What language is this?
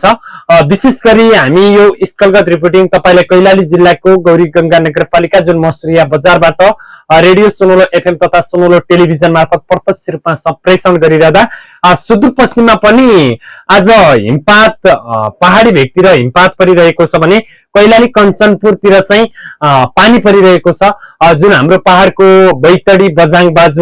Nepali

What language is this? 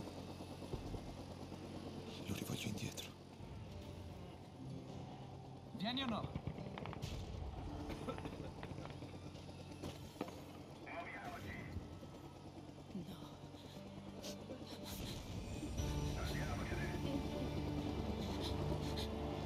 Italian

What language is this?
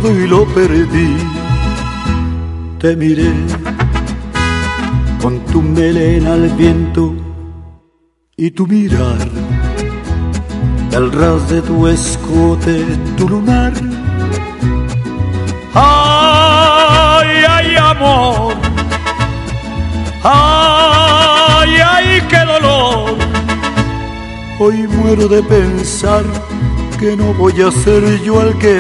Spanish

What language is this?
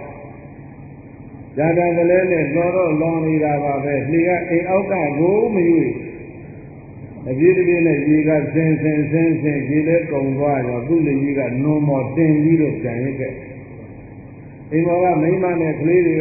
Burmese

